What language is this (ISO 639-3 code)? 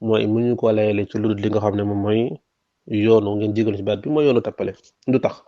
wol